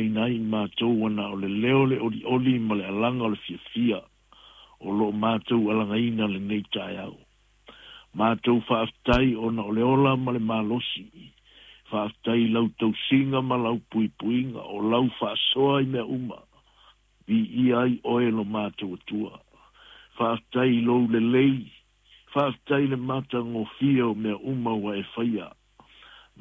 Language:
Samoan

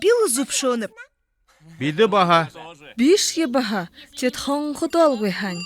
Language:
Buriat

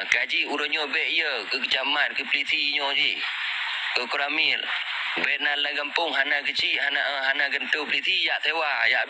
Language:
Achinese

